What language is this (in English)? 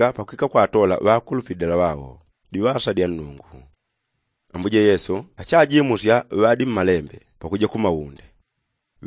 Yao